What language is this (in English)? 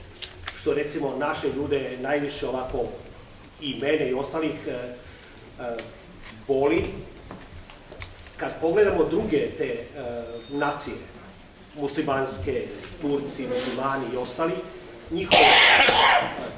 Serbian